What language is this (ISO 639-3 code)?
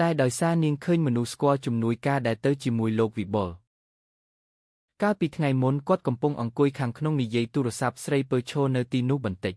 khm